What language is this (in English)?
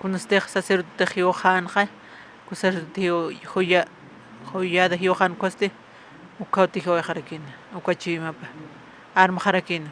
Aymara